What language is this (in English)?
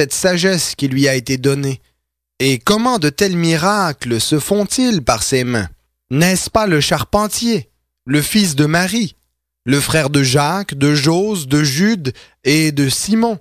French